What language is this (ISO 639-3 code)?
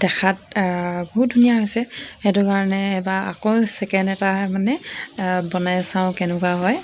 asm